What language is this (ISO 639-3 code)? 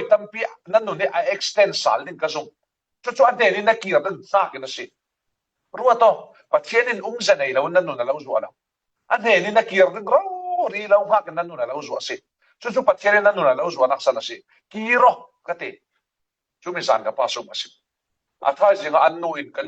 cfm